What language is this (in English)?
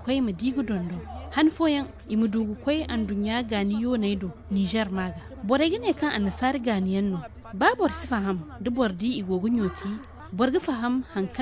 Zarma